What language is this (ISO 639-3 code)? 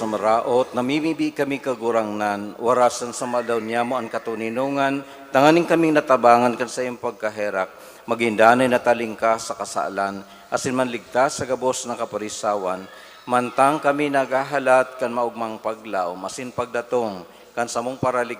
bik